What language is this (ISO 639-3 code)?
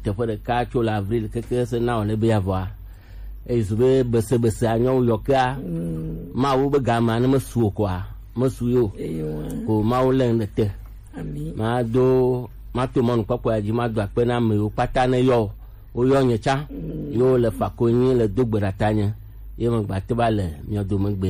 gej